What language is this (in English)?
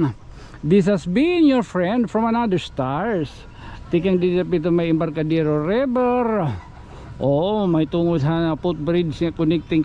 Waray